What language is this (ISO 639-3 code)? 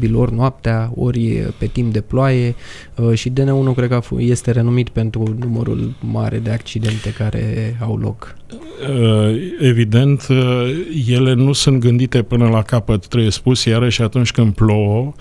ron